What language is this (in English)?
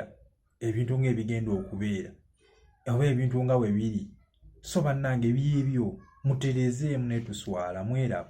Ganda